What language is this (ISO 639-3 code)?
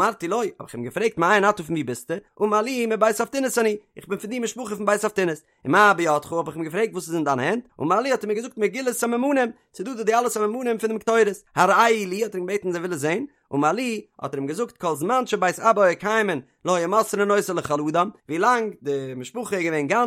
yid